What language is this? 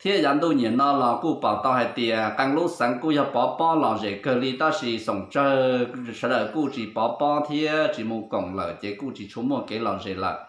Hmong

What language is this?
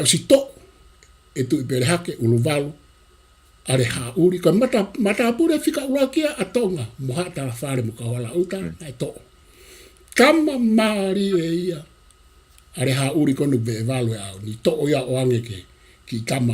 Tongan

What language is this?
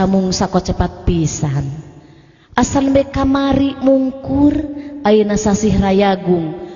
Sundanese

